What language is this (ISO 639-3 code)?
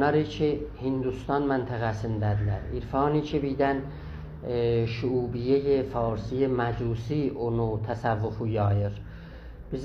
azb